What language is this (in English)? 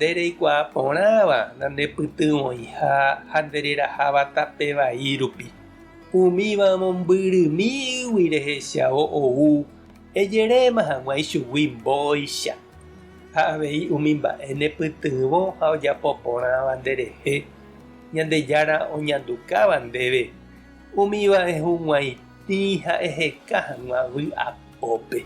Guarani